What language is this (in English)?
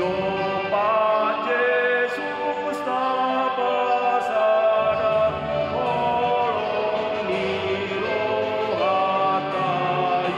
Batak Toba